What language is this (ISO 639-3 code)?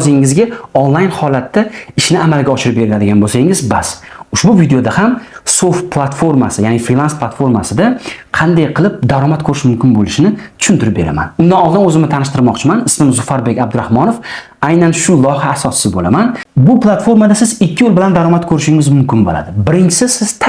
uzb